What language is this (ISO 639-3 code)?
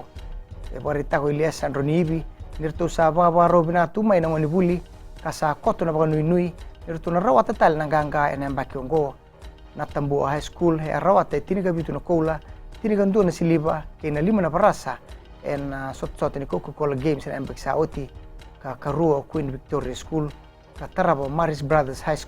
fij